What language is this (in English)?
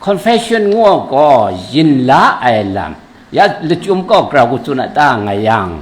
Kachin